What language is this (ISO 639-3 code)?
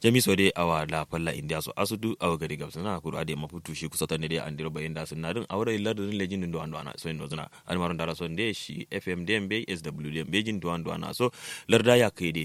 kau